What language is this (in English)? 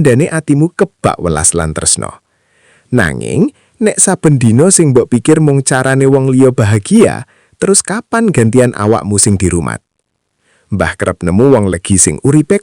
Javanese